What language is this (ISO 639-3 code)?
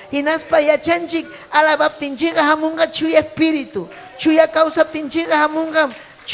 quy